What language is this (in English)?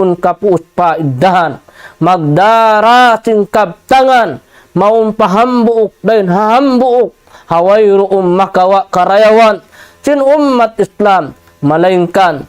Tausug